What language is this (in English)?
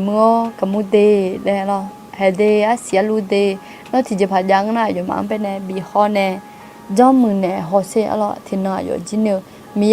Akha